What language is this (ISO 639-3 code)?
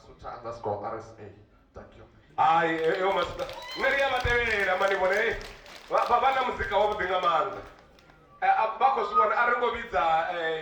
ven